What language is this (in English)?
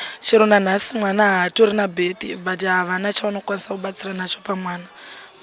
Shona